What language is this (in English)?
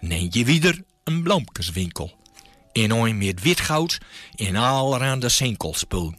Gronings